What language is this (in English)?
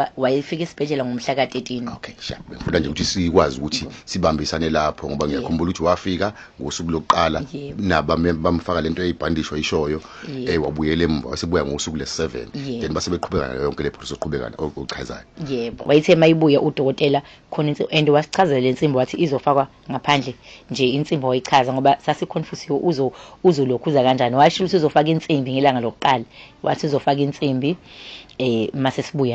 Zulu